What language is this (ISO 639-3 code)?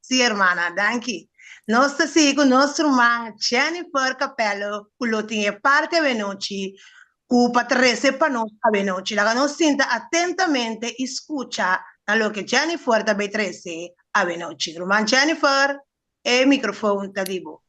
pap